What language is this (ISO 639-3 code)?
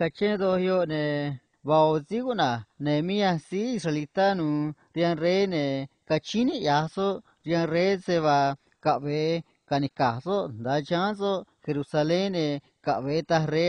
trc